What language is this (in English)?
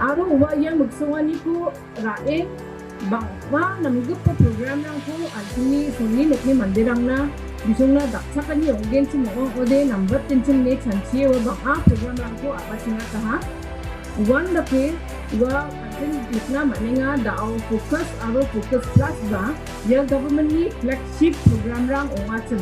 Garo